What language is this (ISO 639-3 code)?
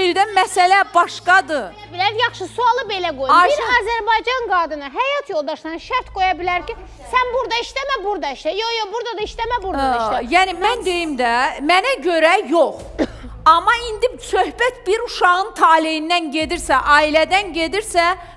aze